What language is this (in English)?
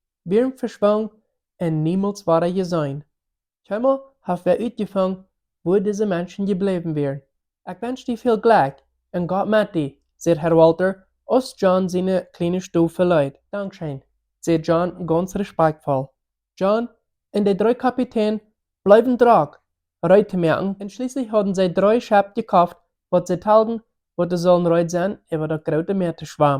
Plautdietsch